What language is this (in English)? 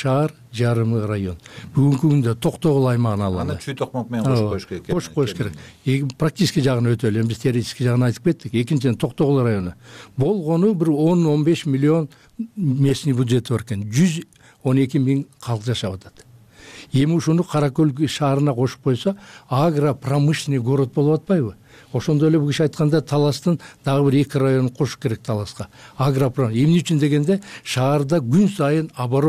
Kyrgyz